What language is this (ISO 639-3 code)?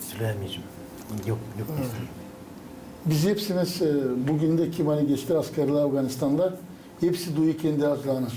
gag